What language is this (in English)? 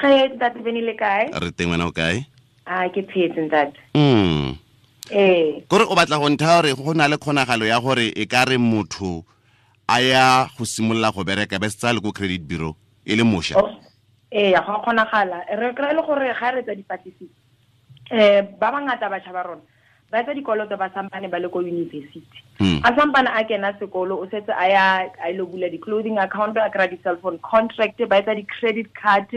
Tswana